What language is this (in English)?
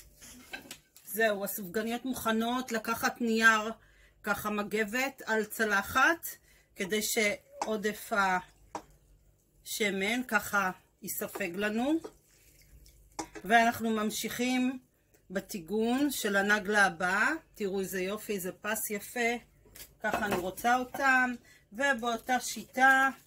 Hebrew